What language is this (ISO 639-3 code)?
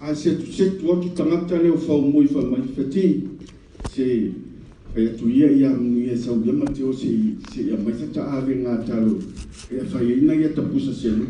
smo